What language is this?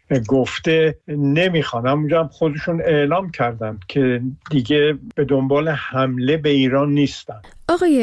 Persian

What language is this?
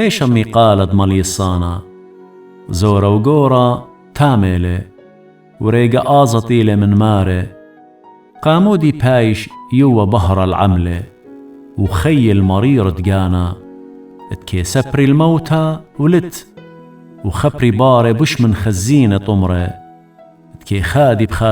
Assyrian Neo-Aramaic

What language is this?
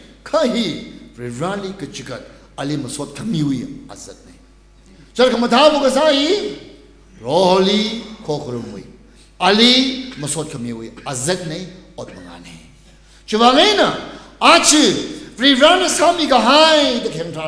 Tangkhul Naga (India)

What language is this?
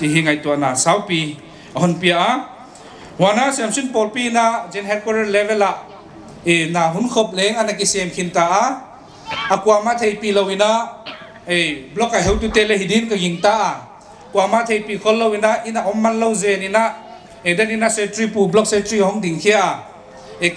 Paite Chin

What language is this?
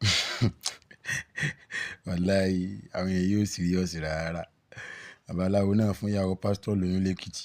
Yoruba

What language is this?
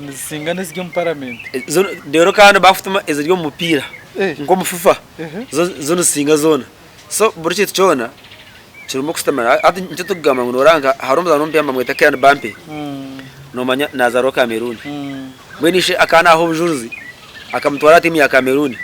Nyankole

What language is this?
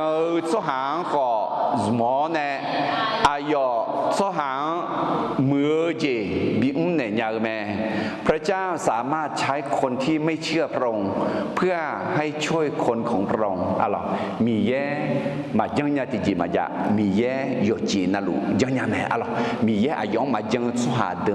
Akha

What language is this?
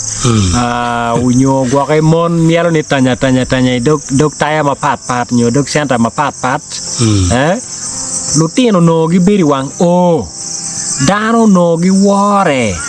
Acoli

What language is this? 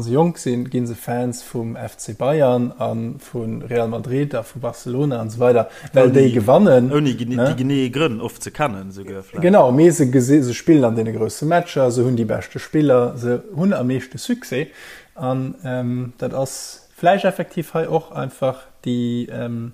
Luxembourgish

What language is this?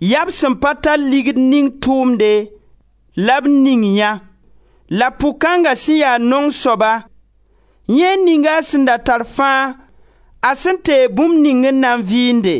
Mossi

